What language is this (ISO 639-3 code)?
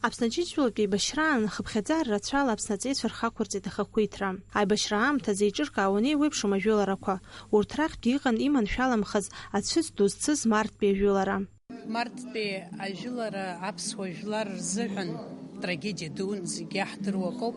abk